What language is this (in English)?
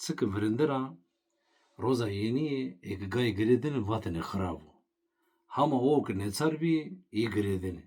Zaza